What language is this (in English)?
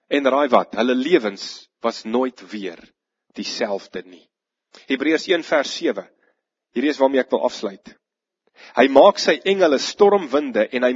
Afrikaans